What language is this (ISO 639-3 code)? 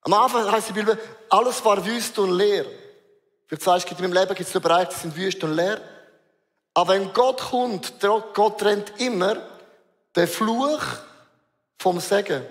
gsw